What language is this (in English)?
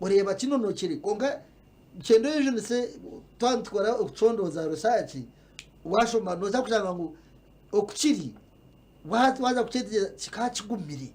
Nyankole